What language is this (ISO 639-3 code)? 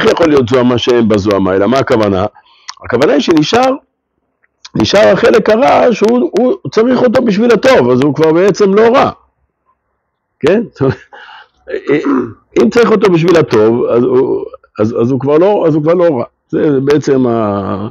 heb